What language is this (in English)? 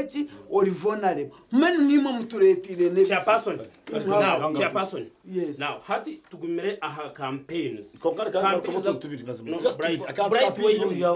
Nyankole